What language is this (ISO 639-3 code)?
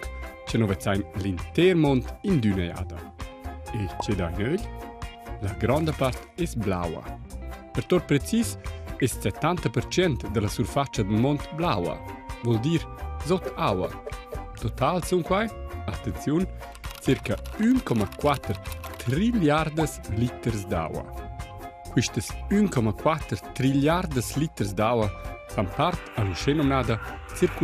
roh